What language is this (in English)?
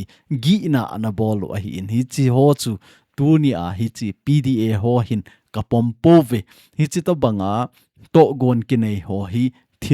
Thado Chin